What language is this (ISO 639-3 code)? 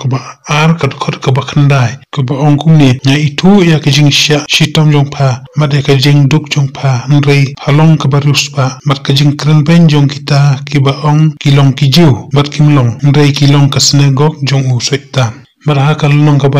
kha